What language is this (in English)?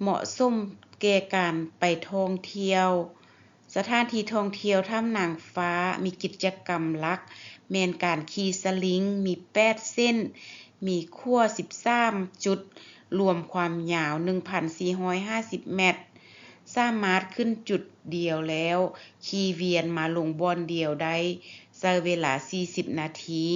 Lao